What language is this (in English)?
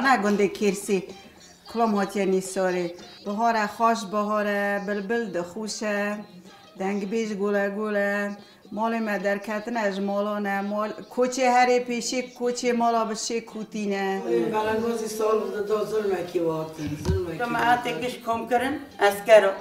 Kurdish